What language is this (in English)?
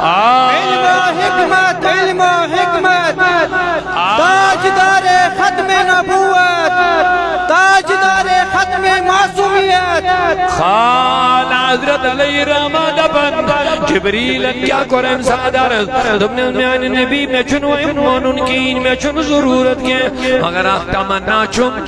Kashmiri